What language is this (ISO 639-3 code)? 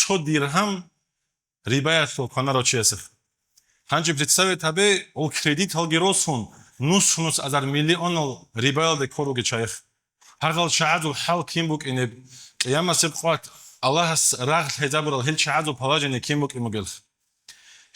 ava